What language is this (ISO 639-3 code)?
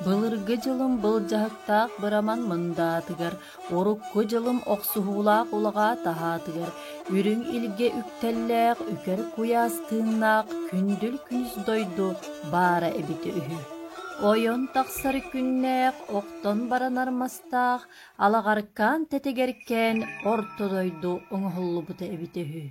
sah